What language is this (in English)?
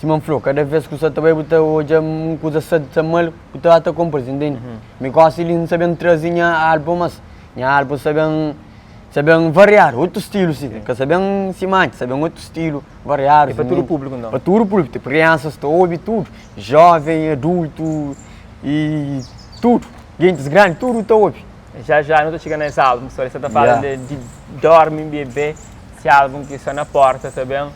Kabuverdianu